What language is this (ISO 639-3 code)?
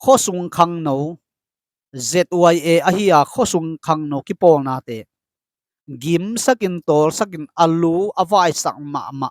ctd